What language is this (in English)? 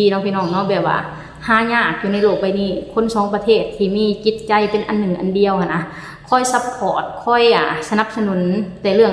Lao